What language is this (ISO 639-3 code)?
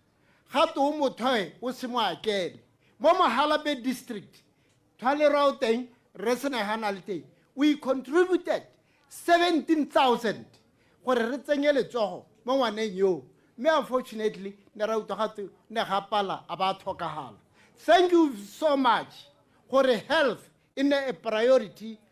tsn